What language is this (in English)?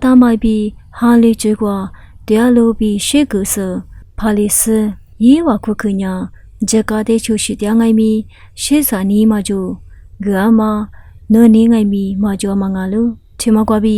Lisu